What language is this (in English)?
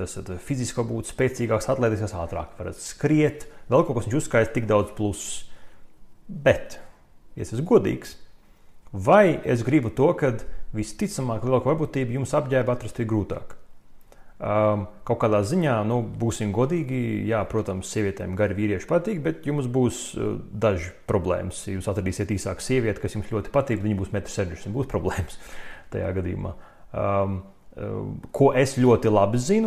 Latvian